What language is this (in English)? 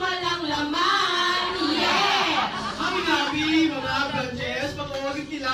Filipino